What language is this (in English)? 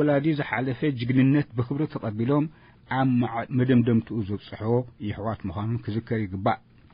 Tigrinya